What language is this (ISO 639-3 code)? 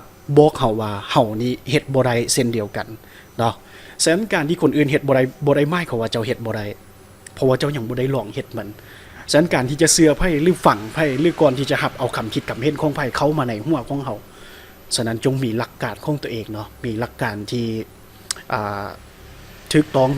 lao